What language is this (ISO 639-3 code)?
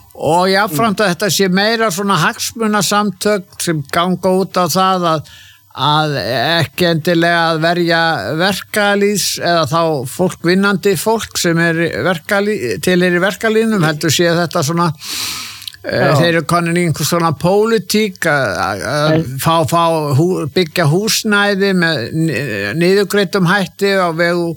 isl